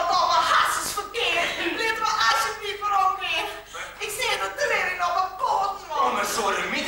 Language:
Western Frisian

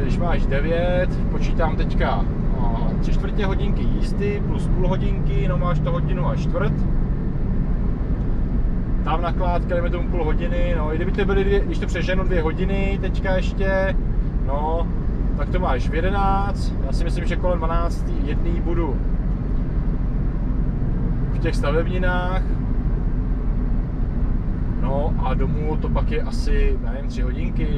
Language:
Czech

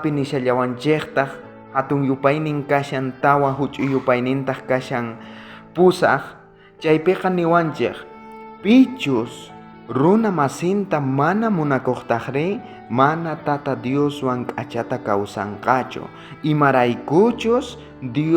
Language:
South Bolivian Quechua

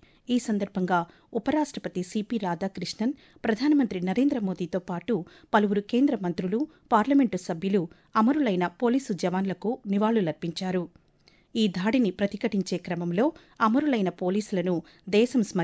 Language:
Telugu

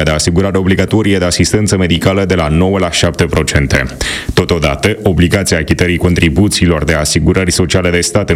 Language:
Romanian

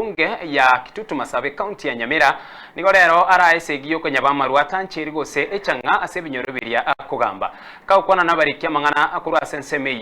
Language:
Gusii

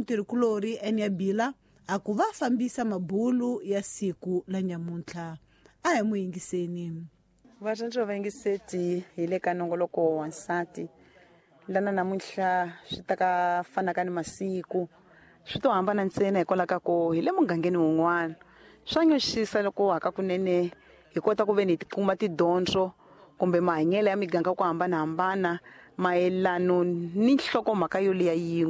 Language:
Tsonga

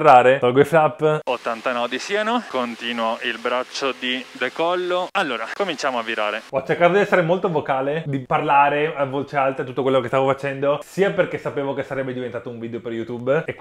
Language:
Italian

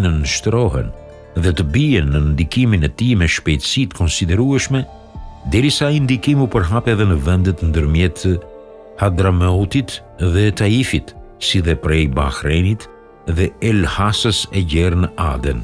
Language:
Albanian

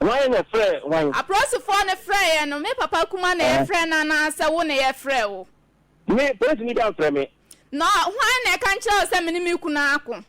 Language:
Akan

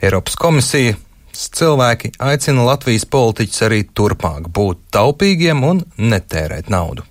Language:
Latvian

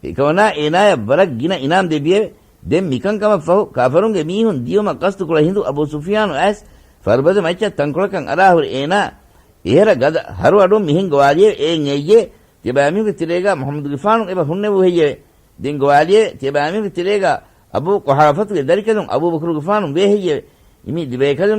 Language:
Divehi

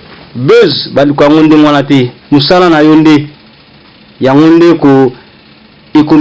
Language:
Lingala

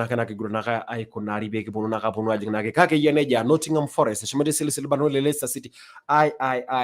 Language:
Masai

